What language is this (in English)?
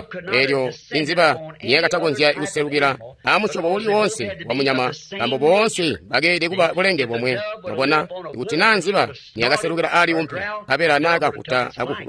Tonga (Zambia)